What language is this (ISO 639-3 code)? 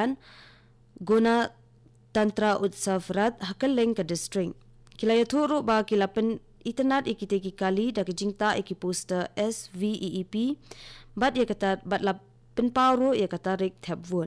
kha